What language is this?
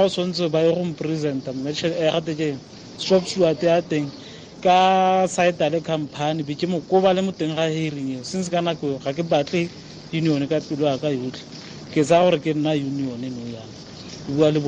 Tswana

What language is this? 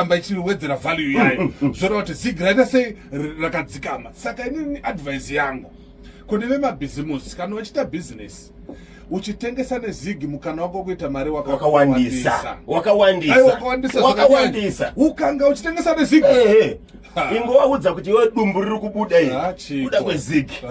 Shona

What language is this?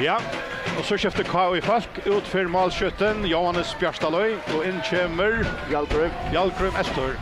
Faroese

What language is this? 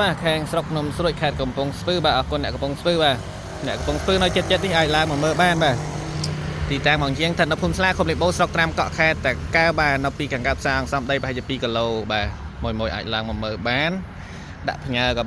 Khmer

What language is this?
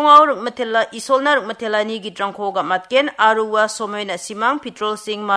Garo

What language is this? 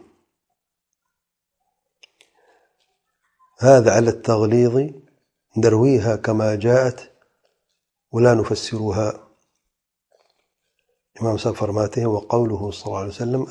Urdu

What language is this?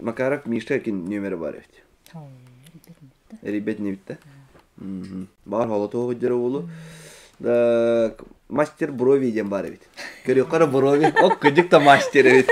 Yakut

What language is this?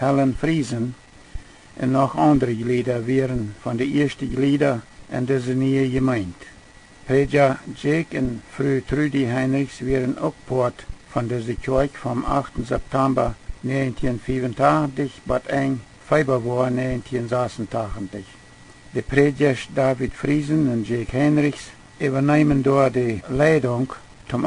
Plautdietsch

